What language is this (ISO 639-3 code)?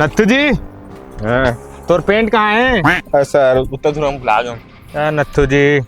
hne